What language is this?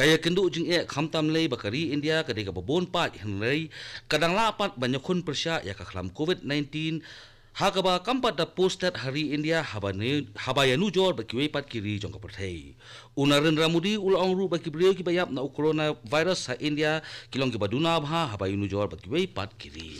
Khasi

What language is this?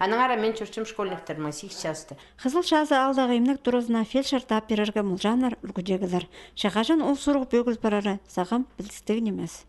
Khakas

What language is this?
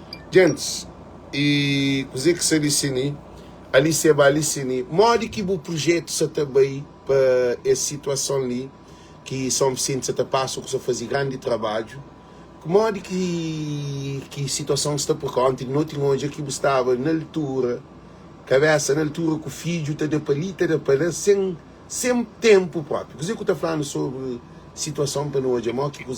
Kabuverdianu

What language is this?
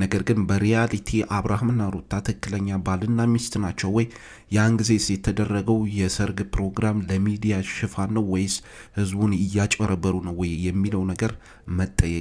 Amharic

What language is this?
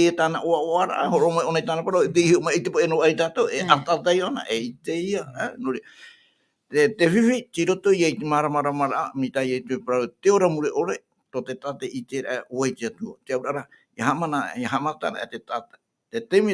Tahitian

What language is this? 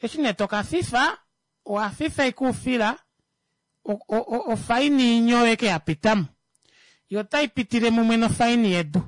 Kuanyama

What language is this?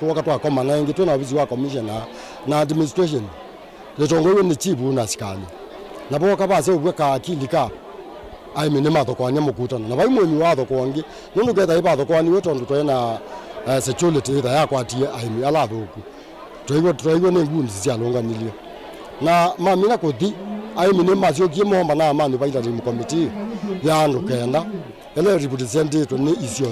Kamba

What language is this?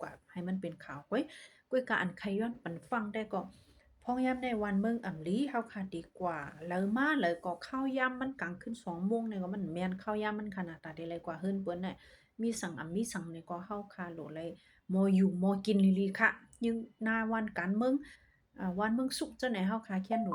Shan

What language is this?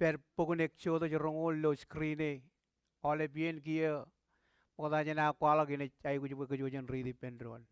Marshallese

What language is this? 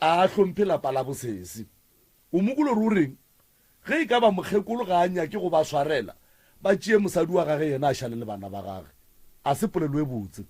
Northern Sotho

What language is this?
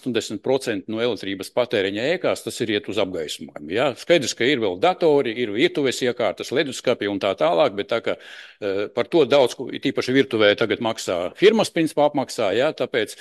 Latvian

